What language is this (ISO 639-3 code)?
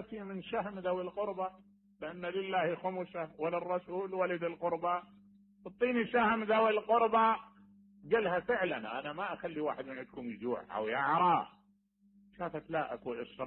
acm